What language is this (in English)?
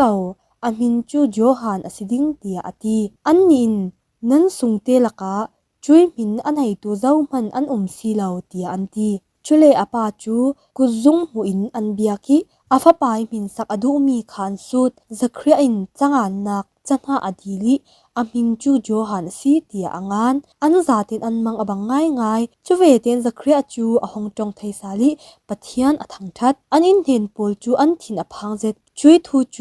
Falam Chin